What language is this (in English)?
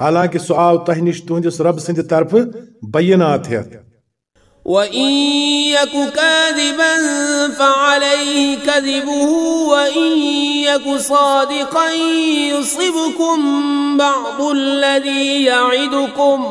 Kashmiri